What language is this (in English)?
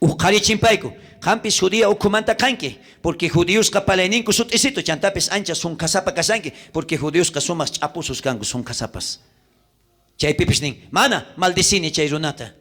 South Bolivian Quechua